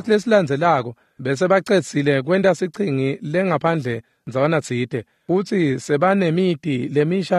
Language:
Swati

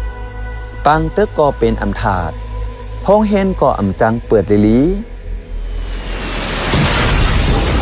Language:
Shan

